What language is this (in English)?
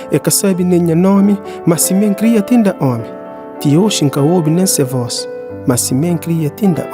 Kabuverdianu